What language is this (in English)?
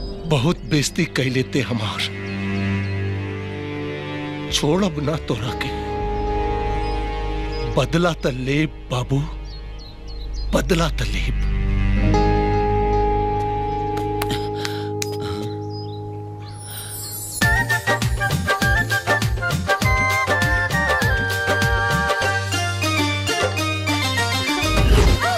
Bhojpuri